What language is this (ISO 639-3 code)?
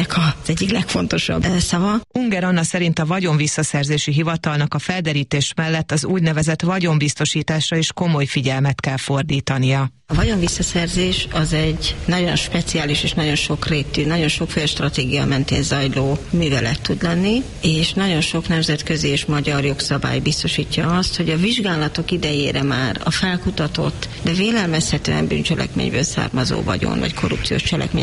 hun